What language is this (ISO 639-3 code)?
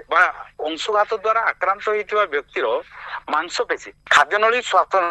ori